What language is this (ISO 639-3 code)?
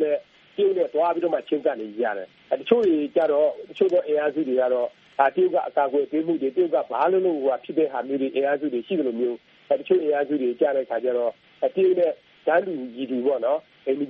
mya